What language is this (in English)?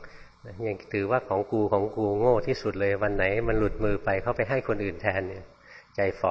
Thai